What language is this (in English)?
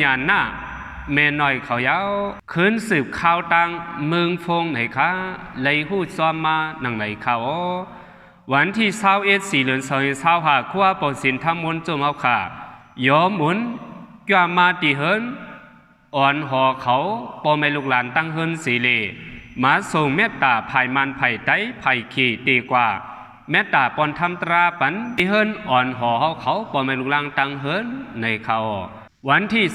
Shan